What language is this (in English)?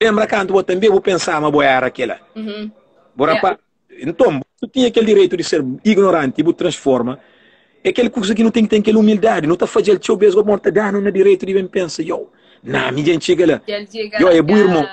Kabuverdianu